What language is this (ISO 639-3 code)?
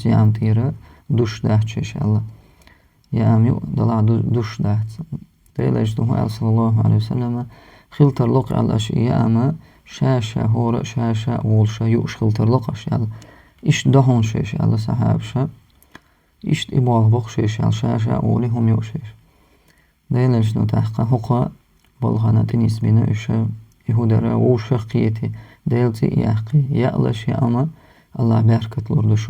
che